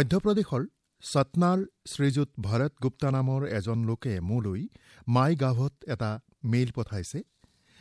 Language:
Assamese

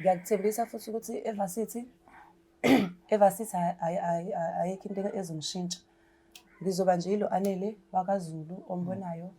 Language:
Zulu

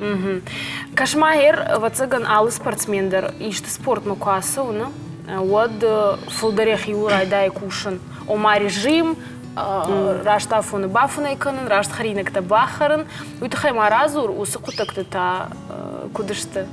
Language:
Ossetic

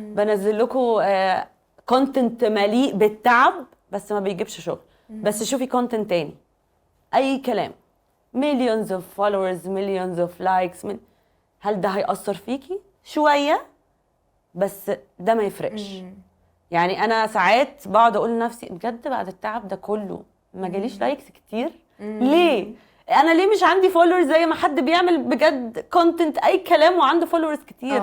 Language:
Egyptian Arabic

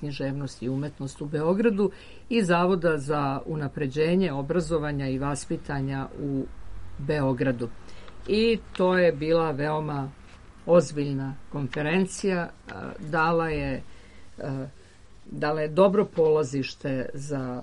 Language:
Serbian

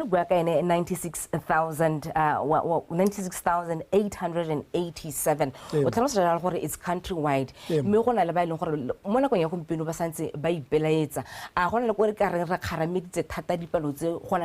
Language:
Tswana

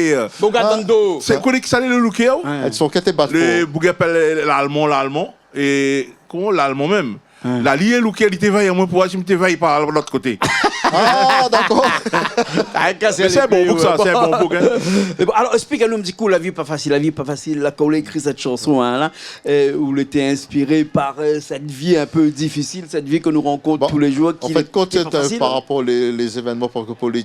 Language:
Réunion Creole French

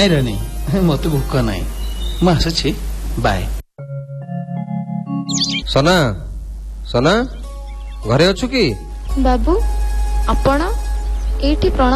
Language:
Odia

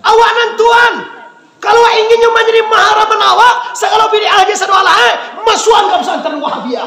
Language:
Minangkabau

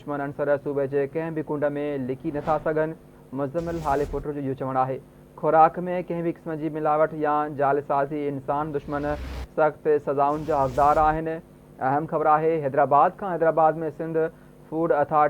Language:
Sindhi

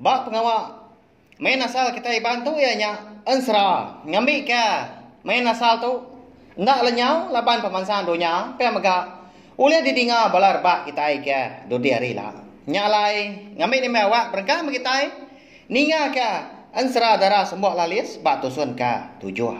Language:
Iban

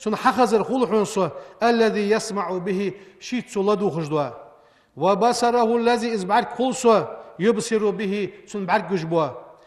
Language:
Ingush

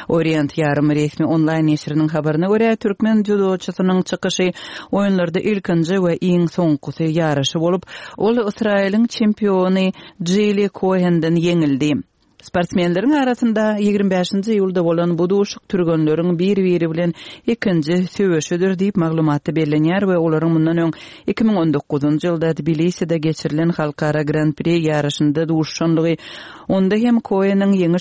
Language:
Turkmen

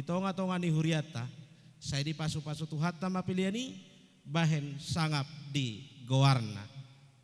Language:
Batak Toba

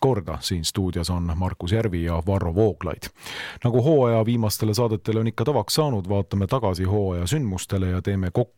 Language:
Estonian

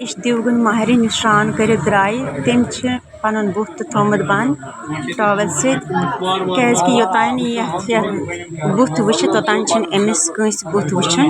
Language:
Kashmiri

